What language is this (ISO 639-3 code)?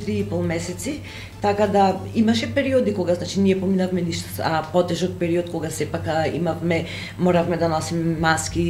mkd